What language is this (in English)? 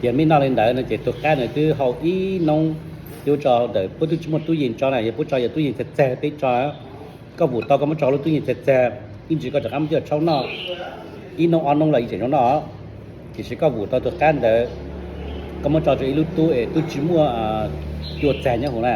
Hmong